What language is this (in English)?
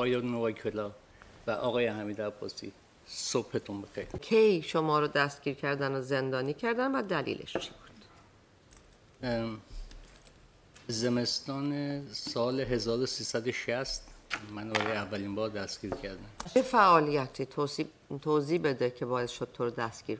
Persian